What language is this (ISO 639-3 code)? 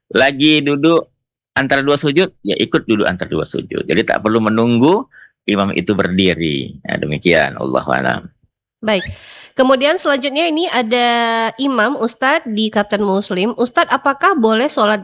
ind